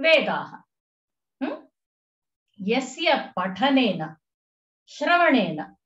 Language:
Sanskrit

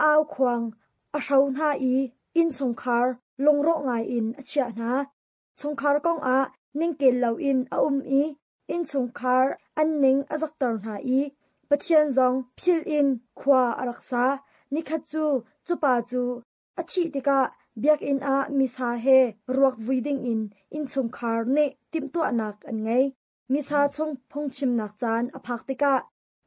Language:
Hakha Chin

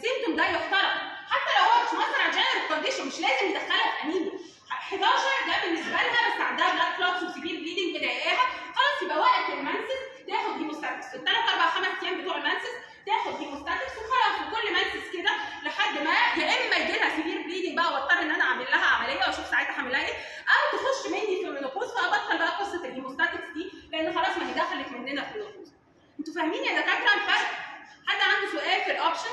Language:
Egyptian Arabic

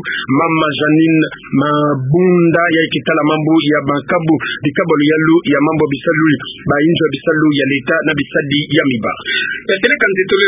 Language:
Kituba (Democratic Republic of Congo)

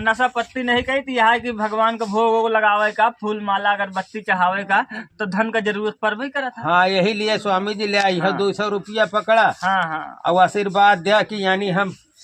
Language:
Awadhi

